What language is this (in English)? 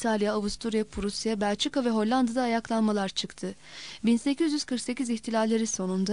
Turkish